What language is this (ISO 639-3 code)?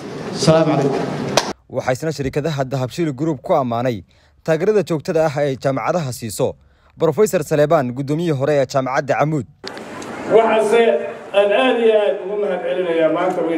som